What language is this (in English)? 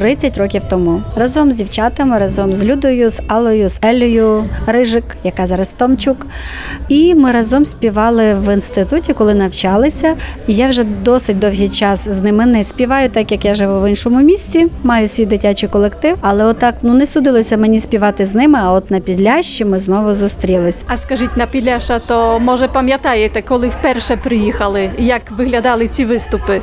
Ukrainian